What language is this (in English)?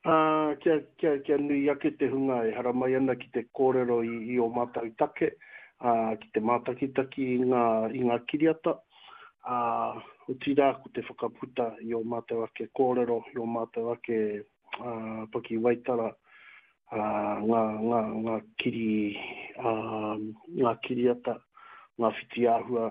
Māori